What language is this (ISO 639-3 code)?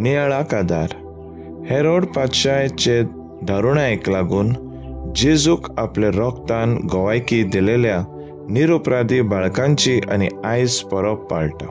kok